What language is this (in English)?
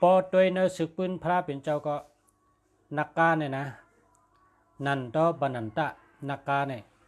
Shan